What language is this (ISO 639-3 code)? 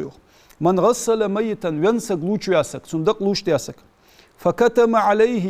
inh